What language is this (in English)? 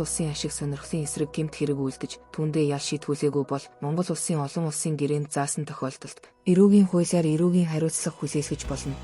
Mongolian